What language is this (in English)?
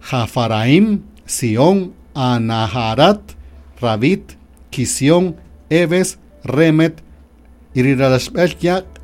Kaqchikel